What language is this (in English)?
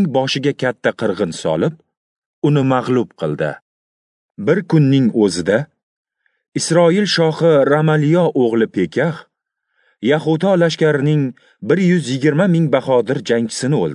Uzbek